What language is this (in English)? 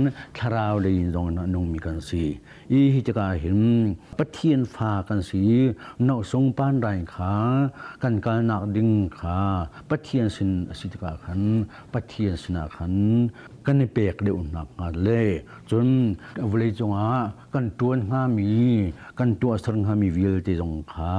Hakha Chin